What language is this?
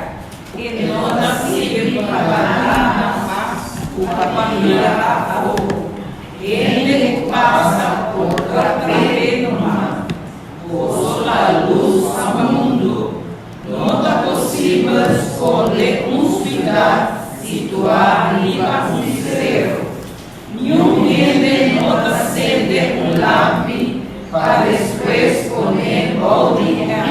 Papiamento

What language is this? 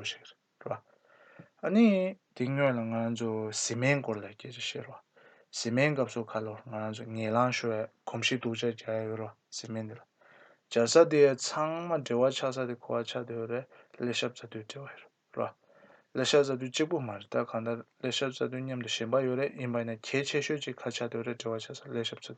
Tibetan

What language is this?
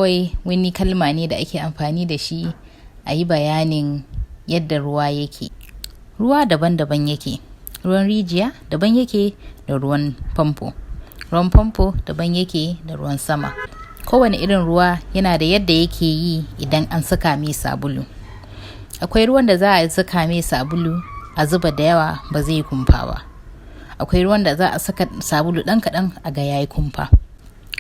Hausa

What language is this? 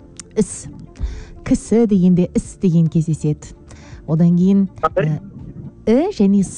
Kazakh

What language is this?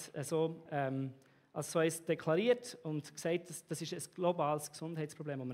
Swiss German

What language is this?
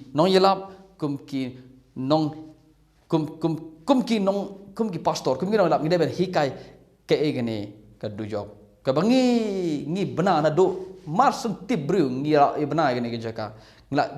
Khasi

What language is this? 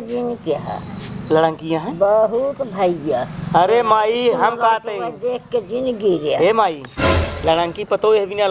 Awadhi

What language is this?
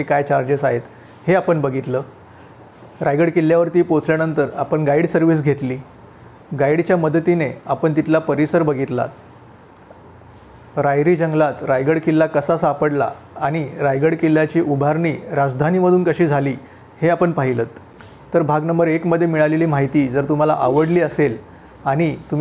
Marathi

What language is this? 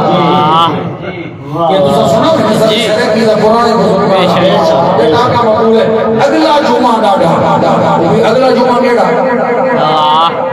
Saraiki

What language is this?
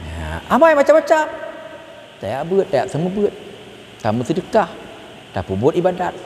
Achinese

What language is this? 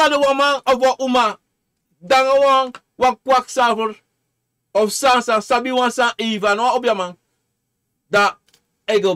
Sranan Tongo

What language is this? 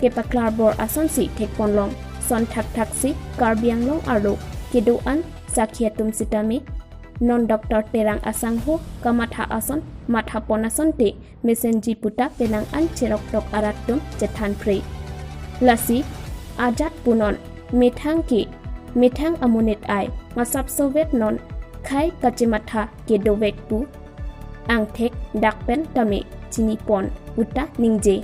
Karbi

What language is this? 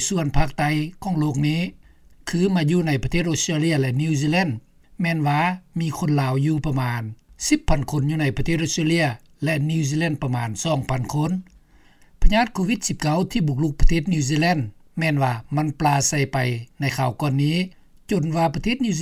Lao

